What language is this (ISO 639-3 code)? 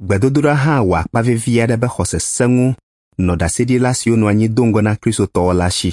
ewe